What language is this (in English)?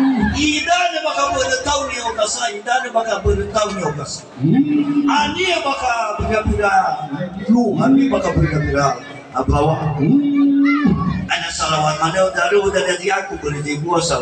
Nias